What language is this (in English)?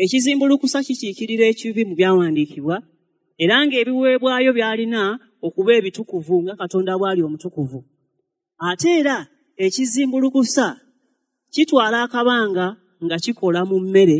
Ganda